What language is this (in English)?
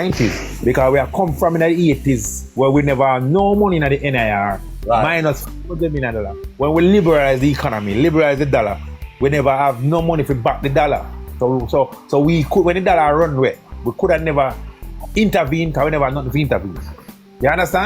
Jamaican Creole English